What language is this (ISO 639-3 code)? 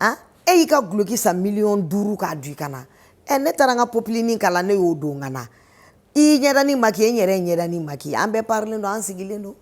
bam